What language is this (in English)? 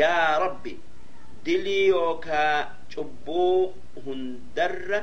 Oromo